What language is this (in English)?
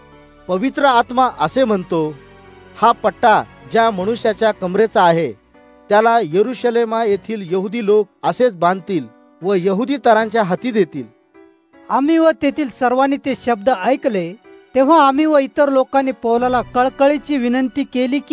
Marathi